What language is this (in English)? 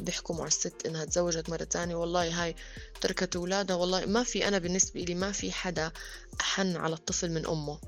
North Levantine Arabic